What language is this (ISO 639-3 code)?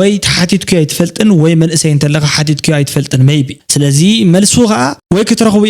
tir